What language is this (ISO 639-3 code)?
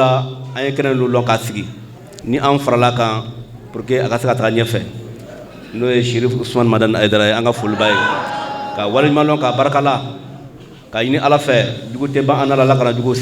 bam